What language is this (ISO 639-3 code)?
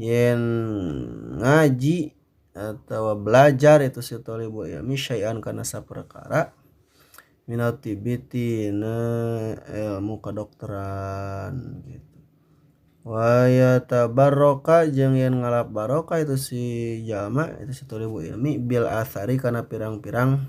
sun